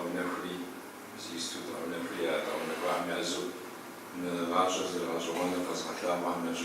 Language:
Kabardian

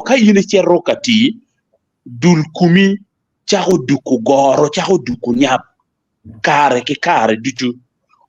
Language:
Acoli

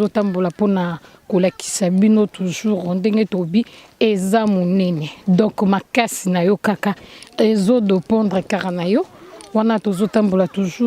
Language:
Lingala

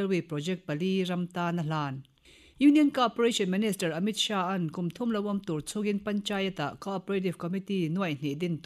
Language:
Mizo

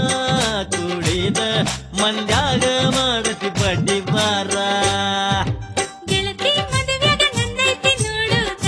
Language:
Kannada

